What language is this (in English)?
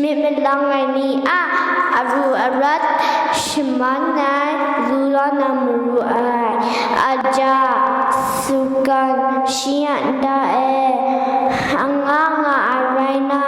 Kachin